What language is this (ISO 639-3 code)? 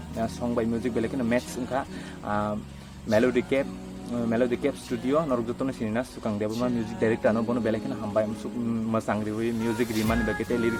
trp